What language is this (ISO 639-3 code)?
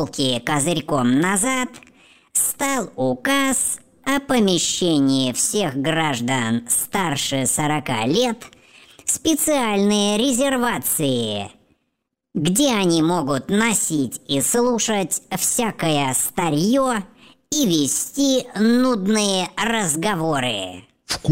rus